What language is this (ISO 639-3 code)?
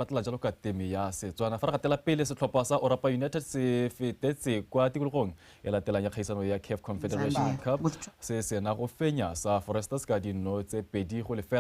tsn